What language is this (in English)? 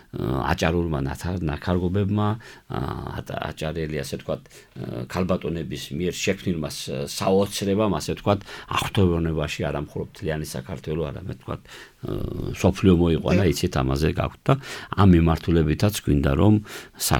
Georgian